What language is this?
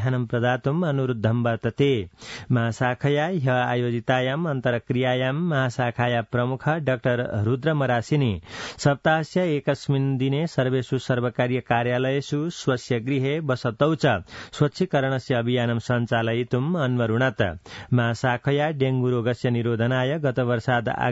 Sanskrit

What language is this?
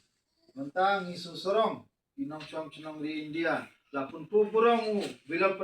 Khasi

